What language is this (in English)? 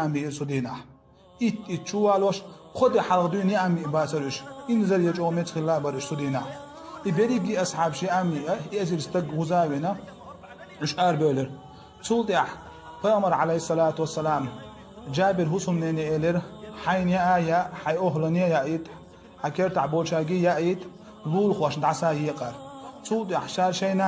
Chechen